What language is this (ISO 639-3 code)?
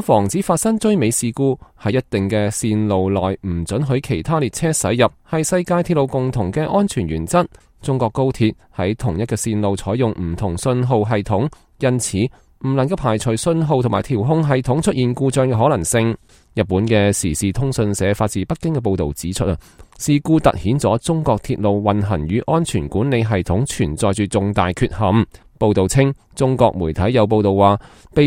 yue